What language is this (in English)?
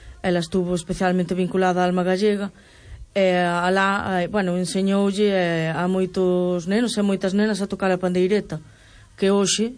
Galician